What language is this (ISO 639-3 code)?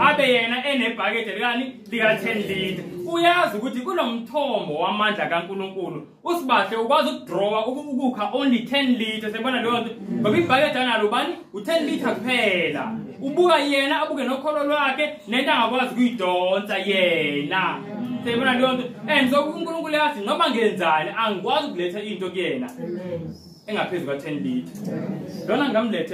zul